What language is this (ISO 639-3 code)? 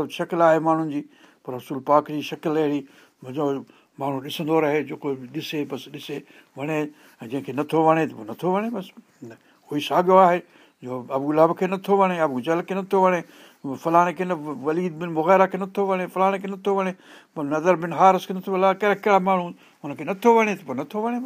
snd